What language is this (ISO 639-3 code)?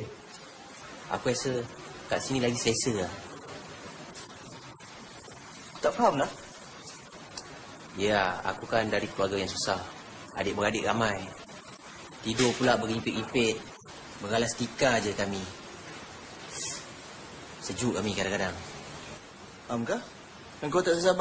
msa